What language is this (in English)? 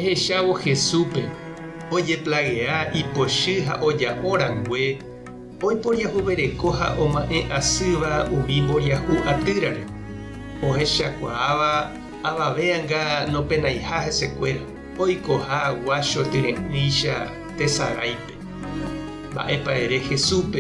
Guarani